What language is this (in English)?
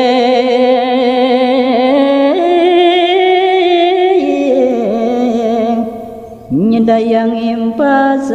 Balinese